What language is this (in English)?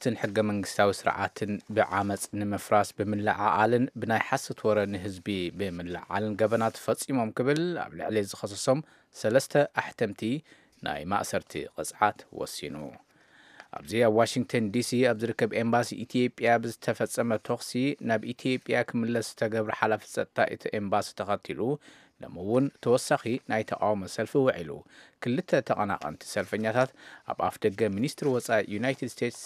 Tigrinya